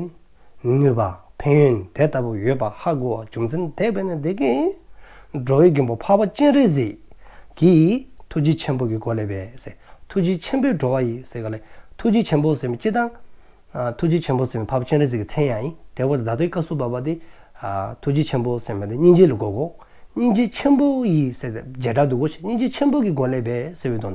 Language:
Dzongkha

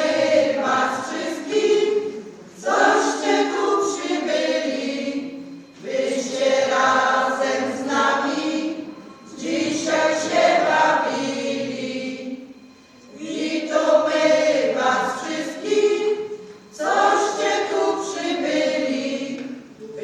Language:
Silesian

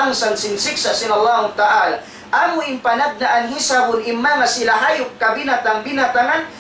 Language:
Tausug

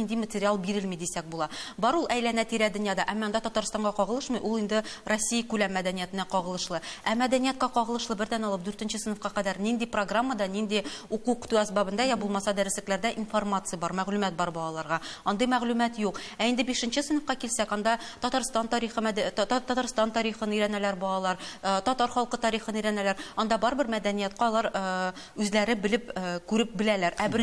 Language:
Tatar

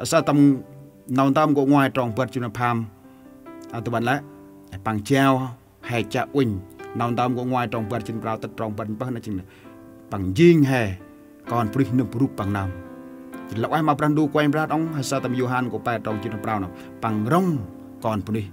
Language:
Central Mnong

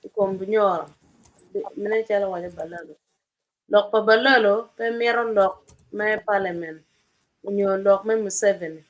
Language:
Acoli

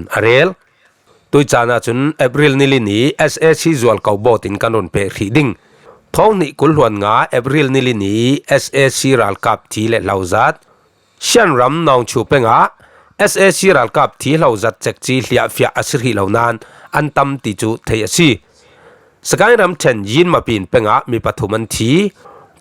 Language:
Falam Chin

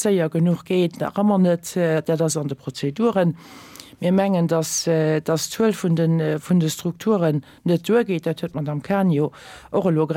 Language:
Luxembourgish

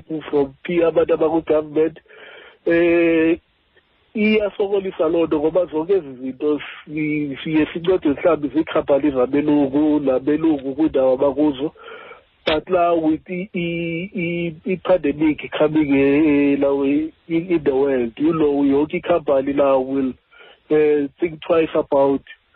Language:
Xhosa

